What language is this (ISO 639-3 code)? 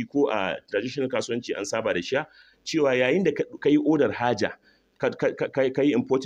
hau